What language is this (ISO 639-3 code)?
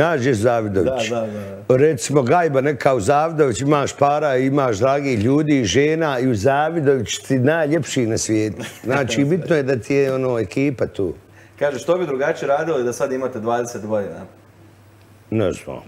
bos